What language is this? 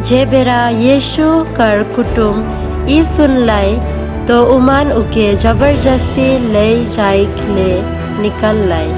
Sadri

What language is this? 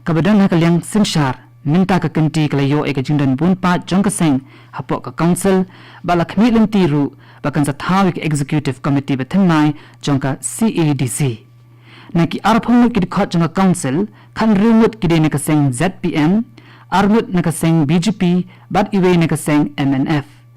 Khasi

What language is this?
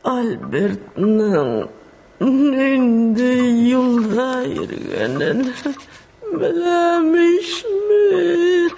Tatar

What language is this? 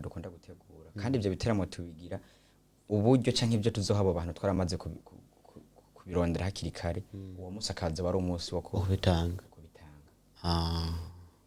Rundi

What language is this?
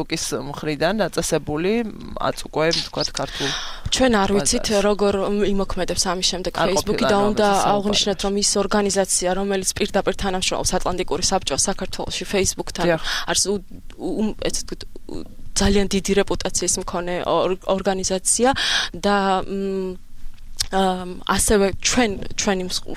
Georgian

